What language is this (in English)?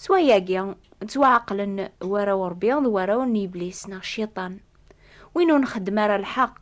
Kabyle